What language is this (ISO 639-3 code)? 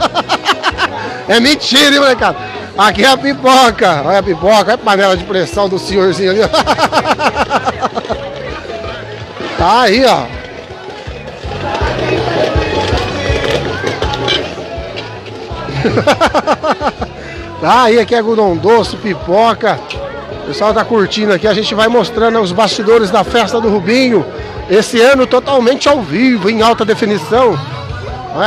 por